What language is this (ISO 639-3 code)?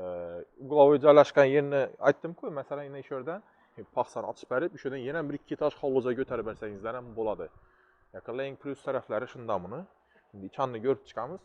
uzb